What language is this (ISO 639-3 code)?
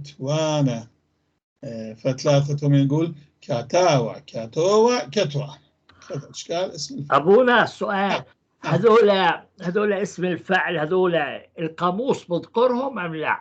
apc